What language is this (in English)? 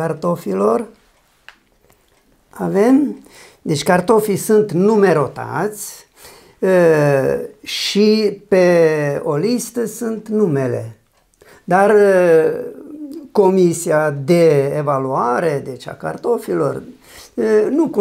Romanian